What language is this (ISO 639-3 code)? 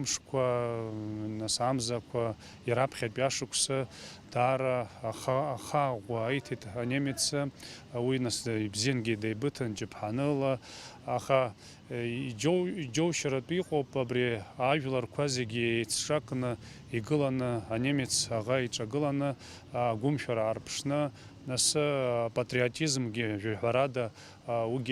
abk